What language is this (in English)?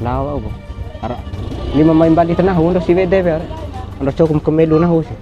Bima